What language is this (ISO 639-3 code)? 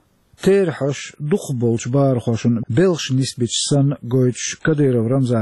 che